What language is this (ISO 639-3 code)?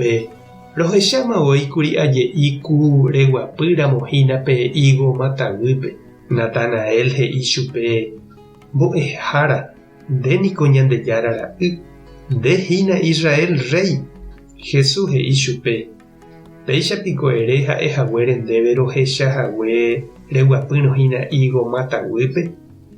grn